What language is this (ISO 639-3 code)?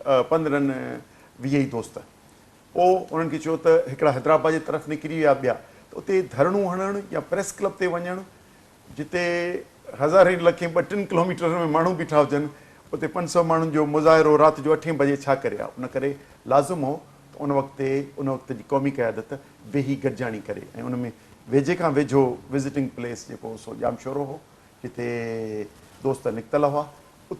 snd